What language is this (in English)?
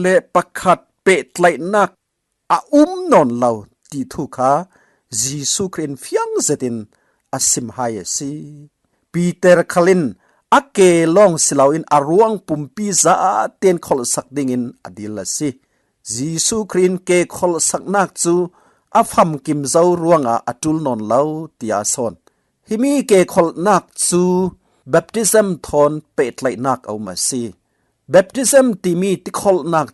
Falam Chin